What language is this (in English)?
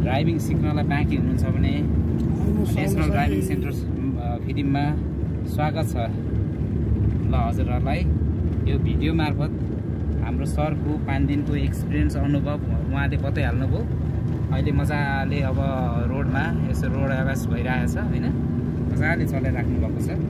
Nepali